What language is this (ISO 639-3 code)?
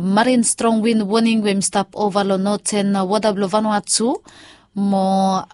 bis